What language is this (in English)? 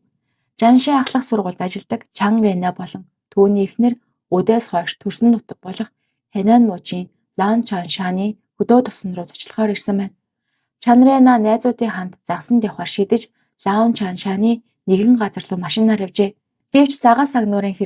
Mongolian